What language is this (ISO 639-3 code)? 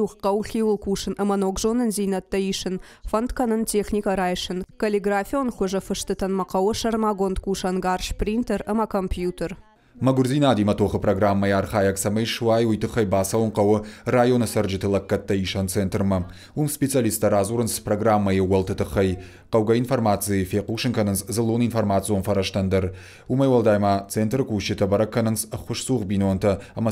oss